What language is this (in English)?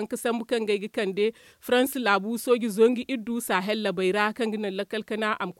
Zarma